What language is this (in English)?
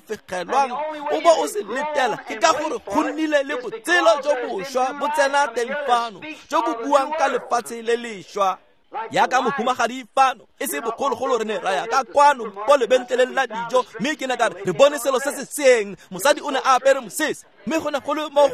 Tswana